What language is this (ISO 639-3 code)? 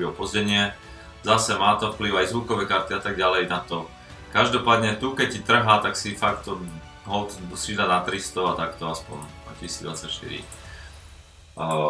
slk